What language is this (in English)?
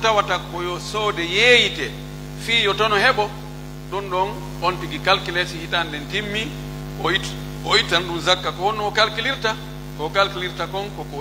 Pular